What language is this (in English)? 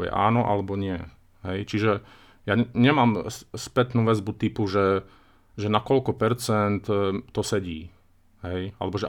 Slovak